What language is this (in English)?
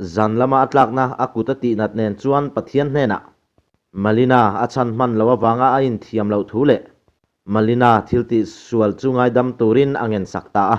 Mizo